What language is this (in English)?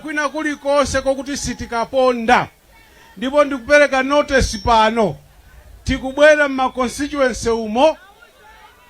Nyanja